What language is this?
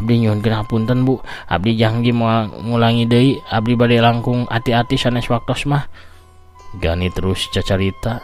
Sundanese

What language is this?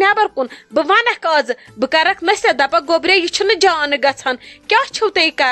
Kashmiri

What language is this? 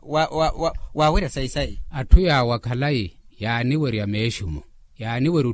Makhuwa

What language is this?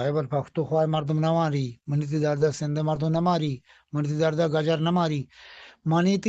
Eastern Balochi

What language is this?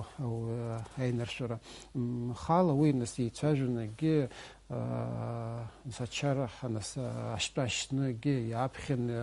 Abkhazian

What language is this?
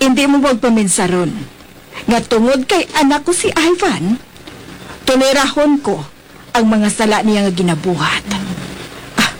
Hiligaynon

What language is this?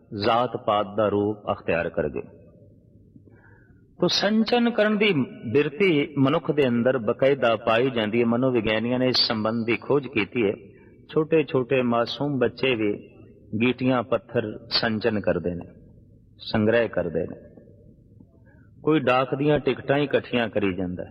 Punjabi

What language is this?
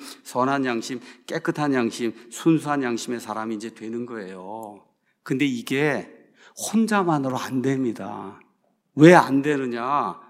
Korean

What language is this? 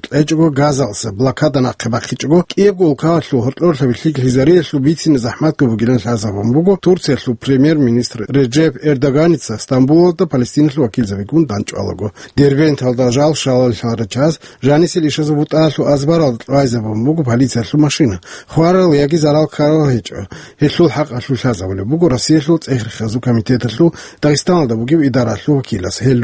Avaric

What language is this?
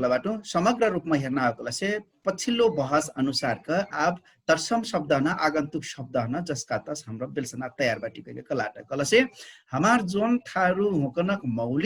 Dangaura Tharu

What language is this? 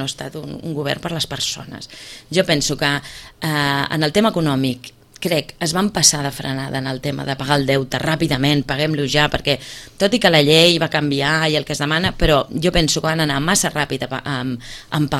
Catalan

